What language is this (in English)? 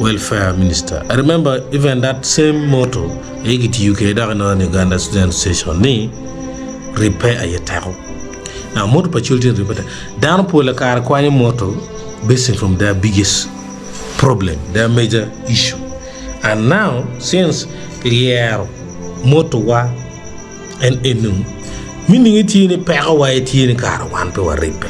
Acoli